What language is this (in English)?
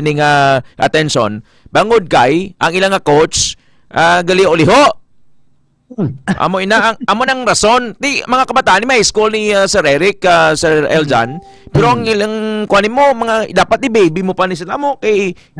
Hiligaynon